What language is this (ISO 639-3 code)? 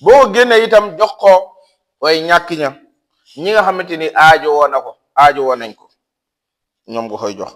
wol